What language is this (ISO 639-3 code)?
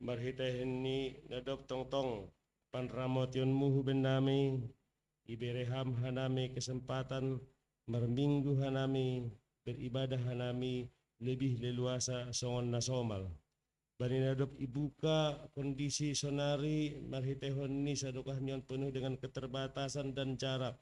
bts